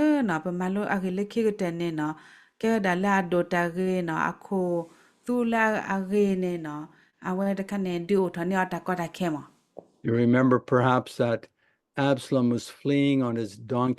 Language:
S'gaw Karen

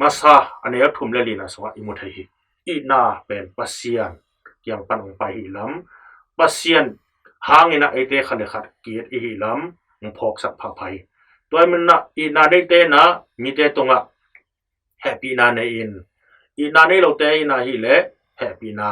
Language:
Tedim Chin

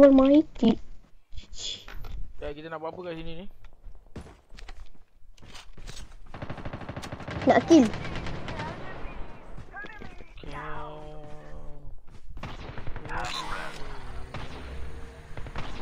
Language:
Malay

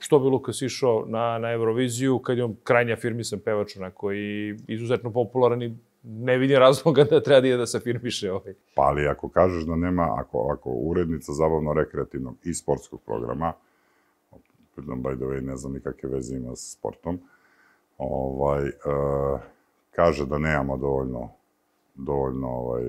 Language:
Serbian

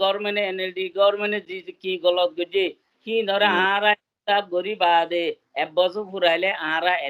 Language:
Rohingya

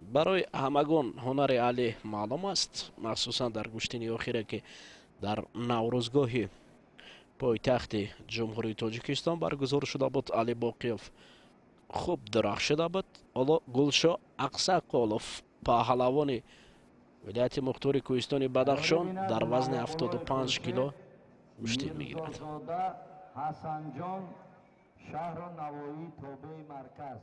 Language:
Tajik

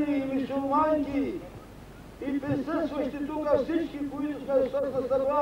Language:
Bulgarian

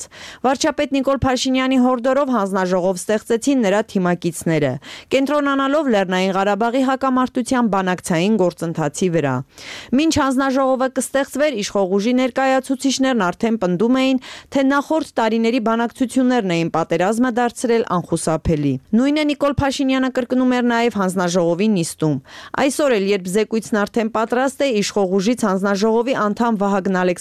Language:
Armenian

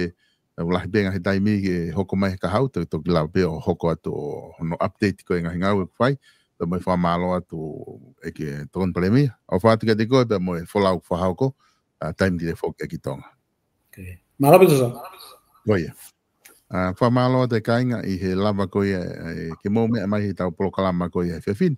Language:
Tongan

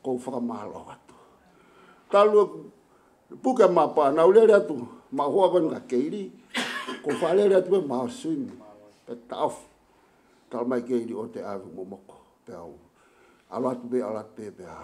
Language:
Tongan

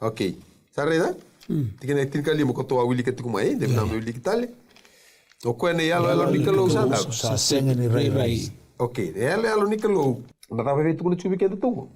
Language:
Fijian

